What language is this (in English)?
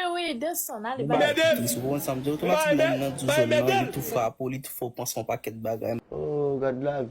Haitian Creole